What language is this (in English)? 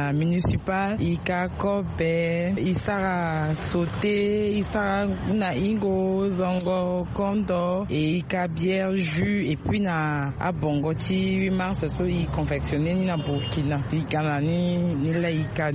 Sango